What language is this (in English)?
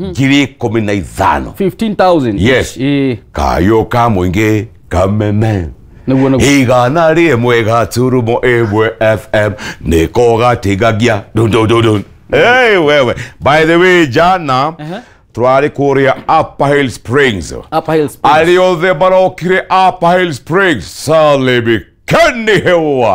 Kikuyu